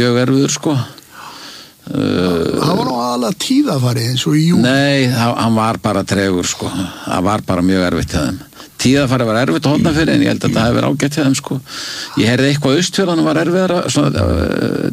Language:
Icelandic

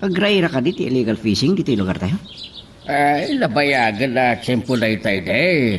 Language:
Iloko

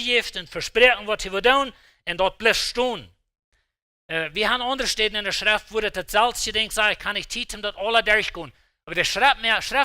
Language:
Plautdietsch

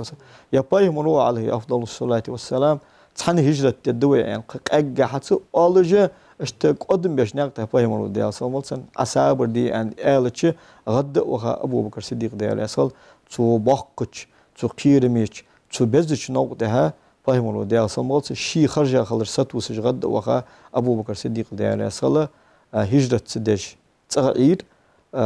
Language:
Ingush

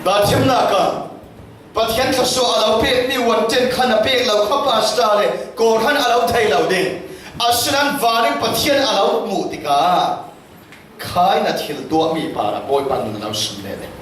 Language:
Falam Chin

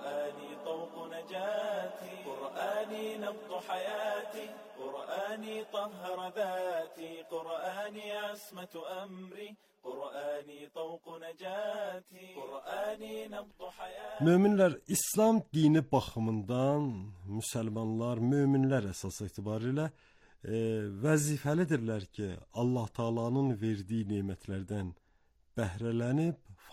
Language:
Azerbaijani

